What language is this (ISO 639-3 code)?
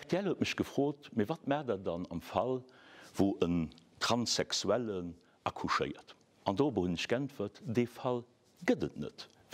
ltz